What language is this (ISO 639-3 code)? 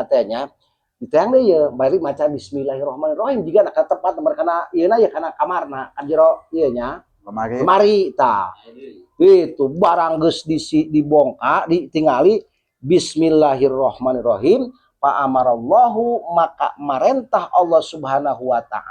sun